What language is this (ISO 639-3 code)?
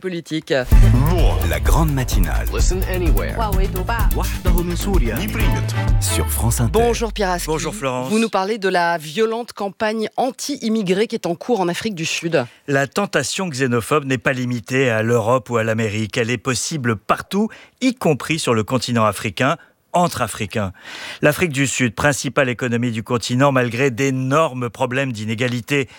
fra